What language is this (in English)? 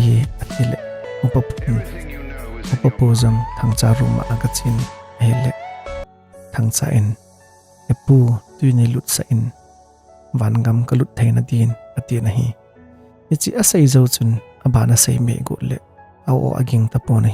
Thado Chin